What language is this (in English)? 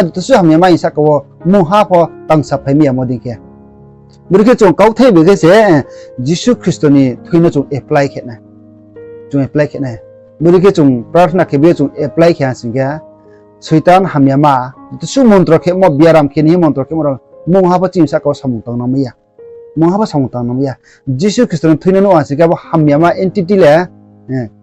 Riang (India)